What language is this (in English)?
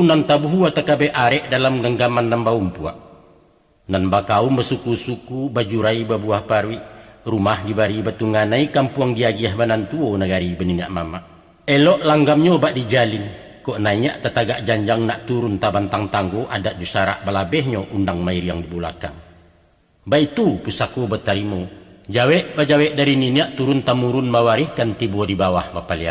Minangkabau